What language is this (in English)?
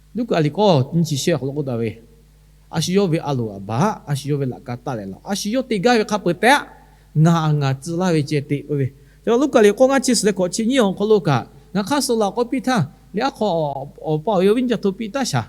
Lahu